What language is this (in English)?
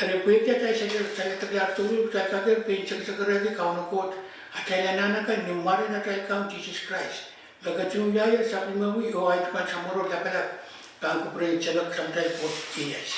Pohnpeian